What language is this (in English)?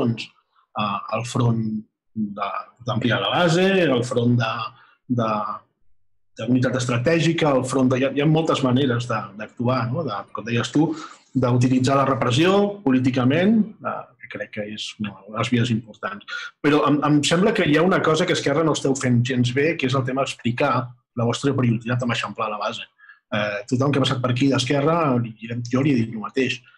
Catalan